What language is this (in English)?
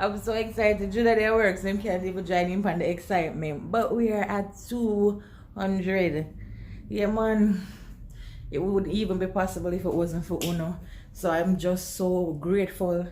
Jamaican Creole English